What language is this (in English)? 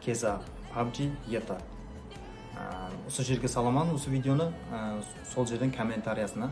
Kara-Kalpak